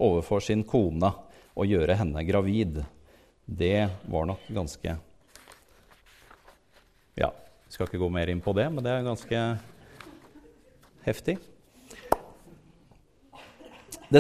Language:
Norwegian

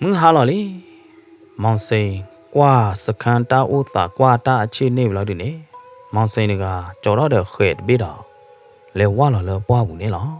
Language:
S'gaw Karen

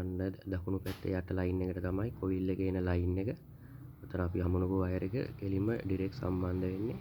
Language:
Sinhala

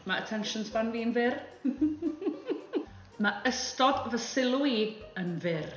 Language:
Welsh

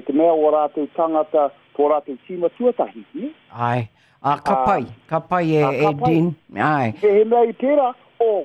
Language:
Māori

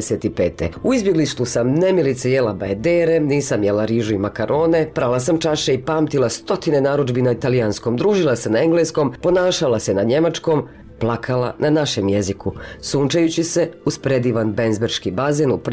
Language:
Bosnian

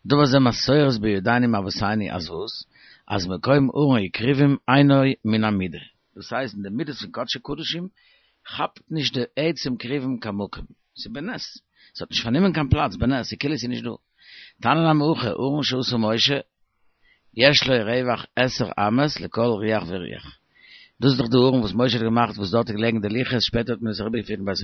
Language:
Yiddish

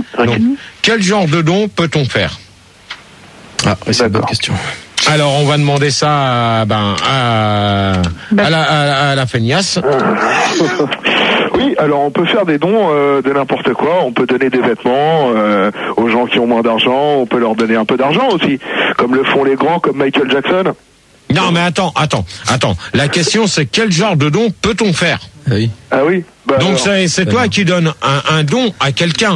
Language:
French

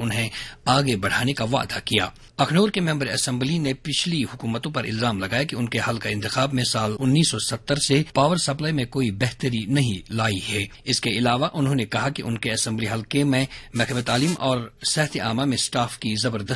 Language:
Urdu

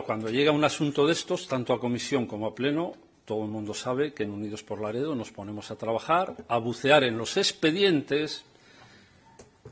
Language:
Spanish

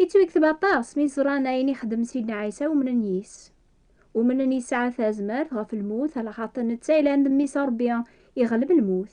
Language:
Kabyle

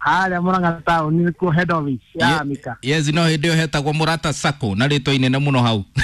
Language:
Kikuyu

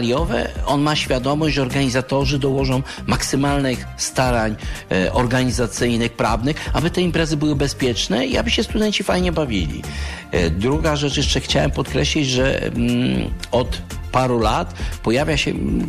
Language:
Polish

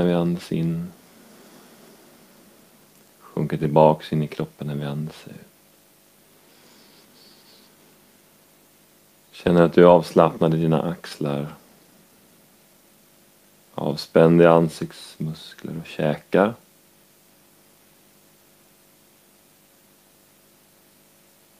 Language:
Swedish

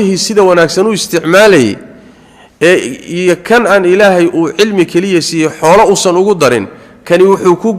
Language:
Somali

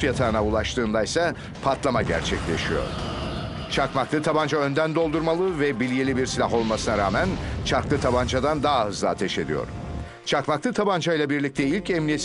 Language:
Turkish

